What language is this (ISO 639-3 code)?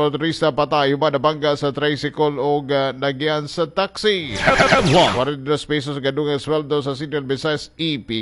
ceb